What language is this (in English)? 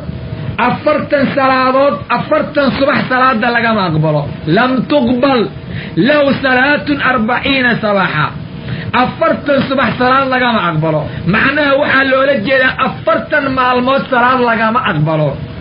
Somali